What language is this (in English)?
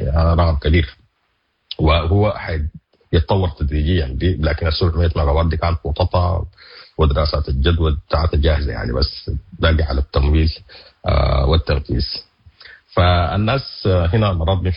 Sudanese Arabic